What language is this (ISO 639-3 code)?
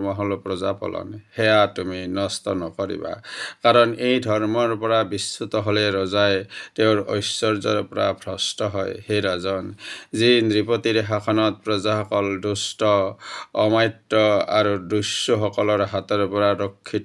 asm